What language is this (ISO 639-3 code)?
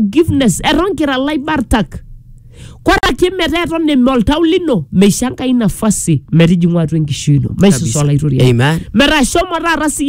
mas